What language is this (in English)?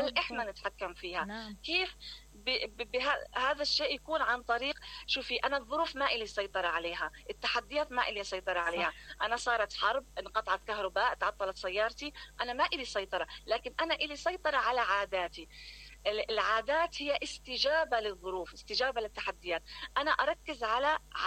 Mesopotamian Arabic